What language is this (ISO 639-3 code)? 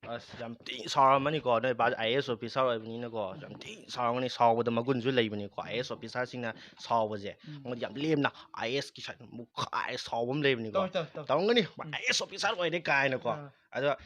mni